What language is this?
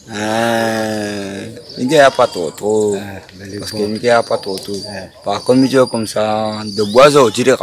Réunion Creole French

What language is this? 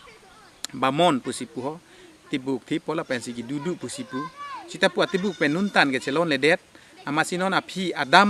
Karbi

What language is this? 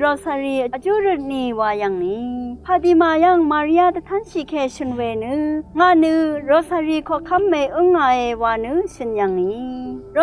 Rawang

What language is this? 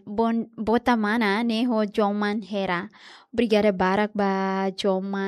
Tetum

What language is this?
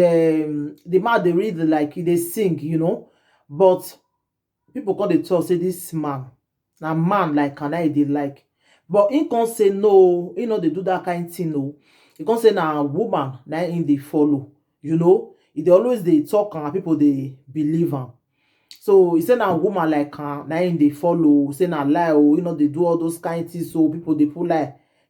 Nigerian Pidgin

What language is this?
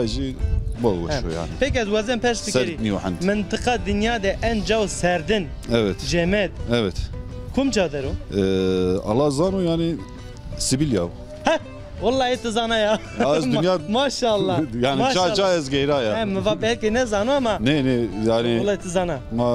Zaza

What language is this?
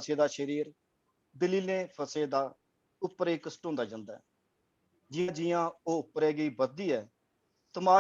Dogri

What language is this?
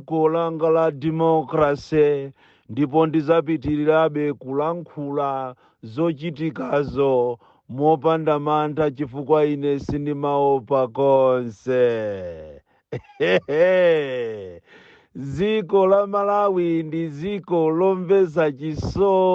Nyanja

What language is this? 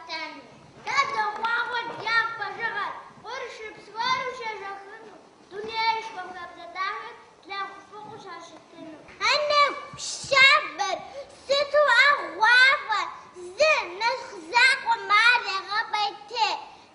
Kabardian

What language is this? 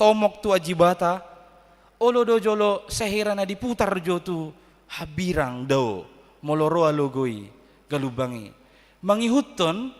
Batak Toba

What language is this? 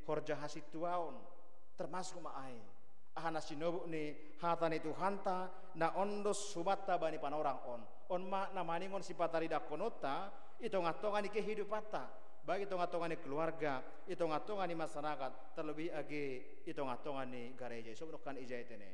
Batak Simalungun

